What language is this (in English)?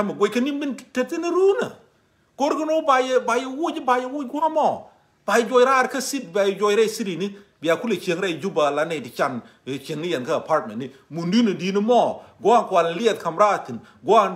Nuer